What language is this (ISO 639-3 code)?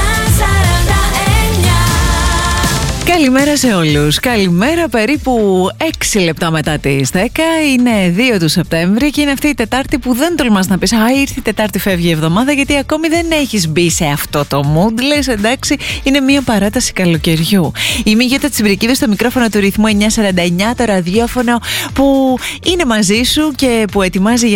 ell